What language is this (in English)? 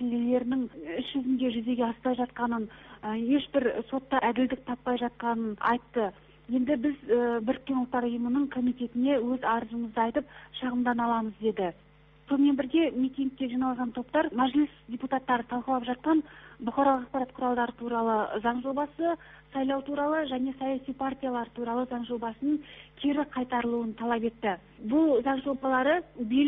Kazakh